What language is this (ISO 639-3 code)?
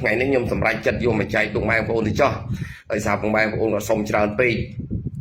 khm